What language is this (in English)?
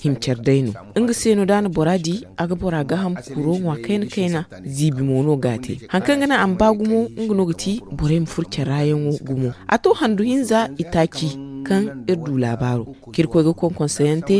Zarma